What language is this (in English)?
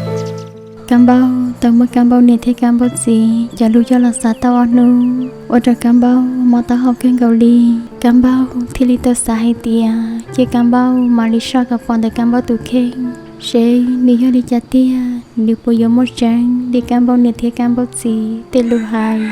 Hmong